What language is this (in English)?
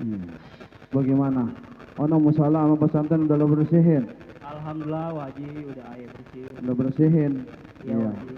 Betawi